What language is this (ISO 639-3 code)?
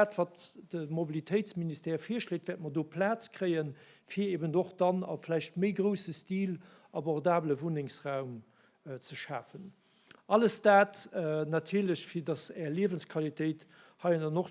ltz